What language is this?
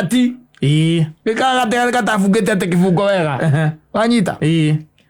Kikuyu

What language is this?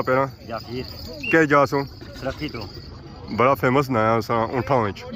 Pahari-Potwari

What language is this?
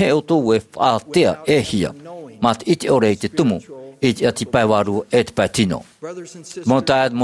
Tahitian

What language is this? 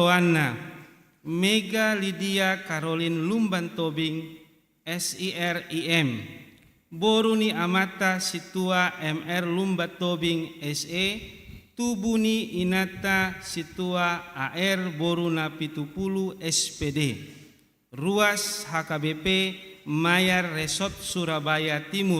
Batak Toba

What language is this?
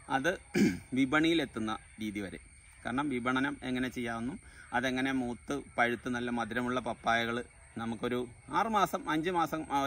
Malayalam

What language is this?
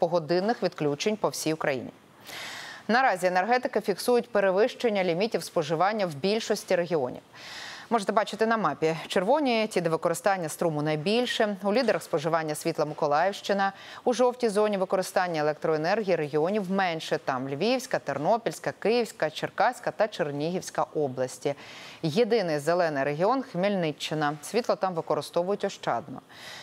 Ukrainian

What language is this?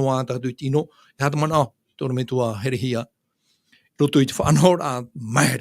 Tahitian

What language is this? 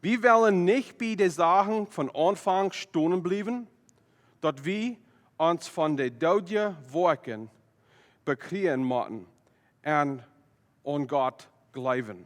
Plautdietsch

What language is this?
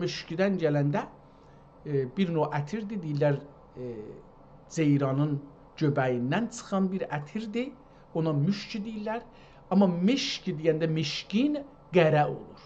South Azerbaijani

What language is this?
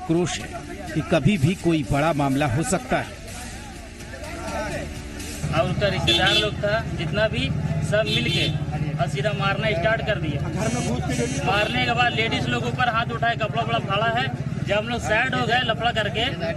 Hindi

